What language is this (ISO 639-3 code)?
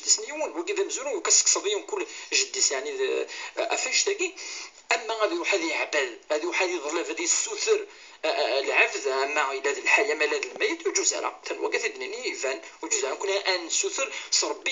kab